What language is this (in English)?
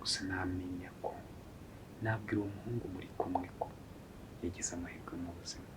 Kinyarwanda